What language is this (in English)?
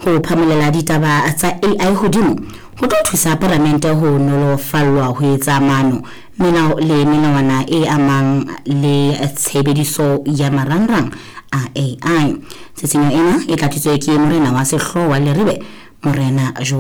Southern Sotho